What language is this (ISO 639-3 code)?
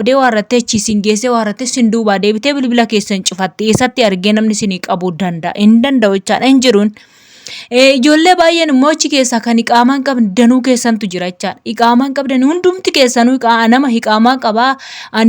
orm